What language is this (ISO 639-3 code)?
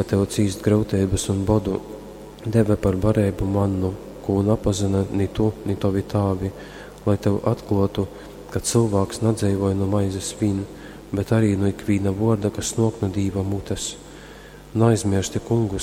ltg